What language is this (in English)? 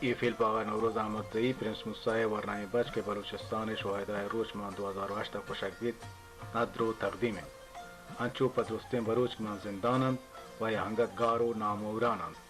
Baluchi